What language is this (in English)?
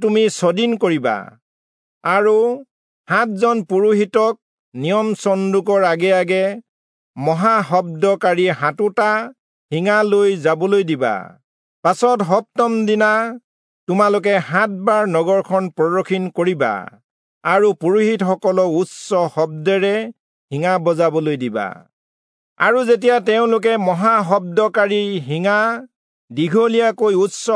Assamese